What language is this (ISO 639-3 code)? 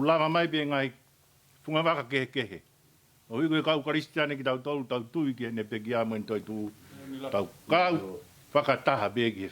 ton